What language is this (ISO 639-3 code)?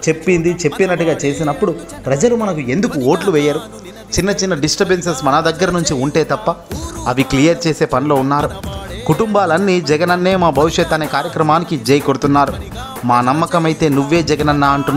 tel